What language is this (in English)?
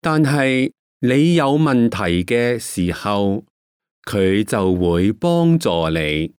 Cantonese